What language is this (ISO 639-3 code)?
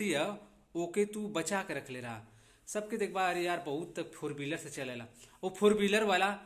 bho